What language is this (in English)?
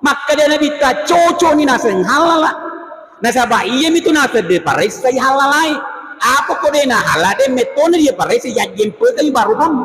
Buginese